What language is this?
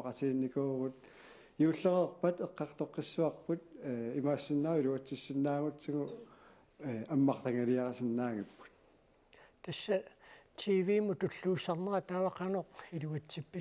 Kalaallisut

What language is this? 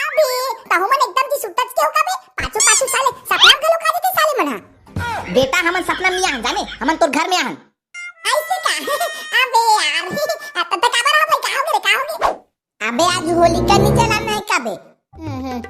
Chhattisgarhi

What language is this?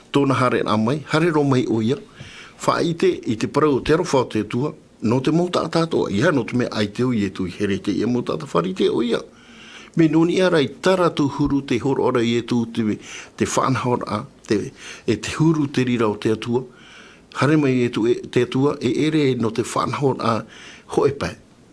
Tahitian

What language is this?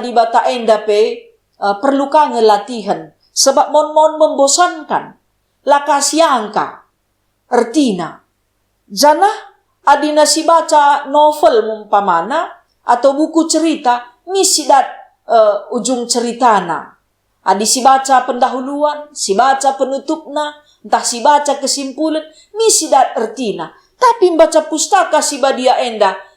Batak Karo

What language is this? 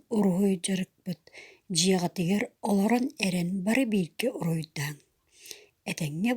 Yakut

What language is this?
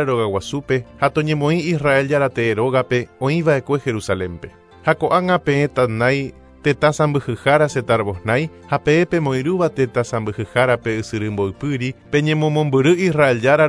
Guarani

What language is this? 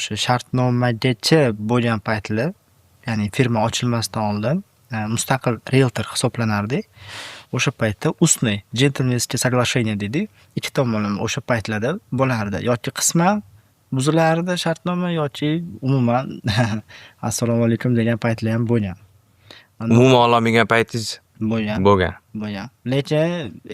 Uzbek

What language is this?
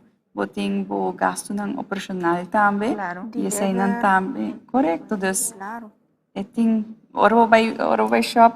Papiamento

